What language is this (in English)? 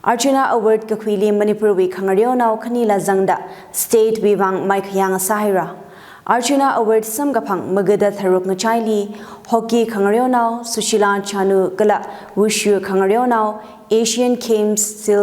Tangkhul Naga (India)